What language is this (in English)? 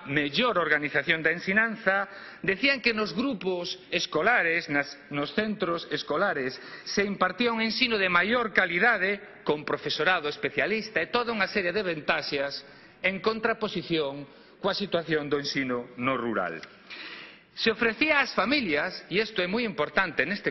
Galician